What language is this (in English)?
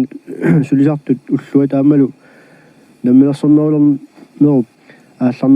Kalaallisut